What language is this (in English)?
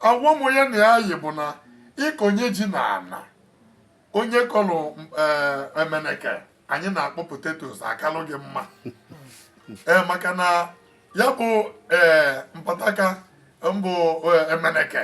Igbo